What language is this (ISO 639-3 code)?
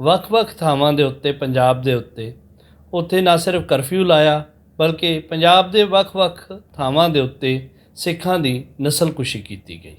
lah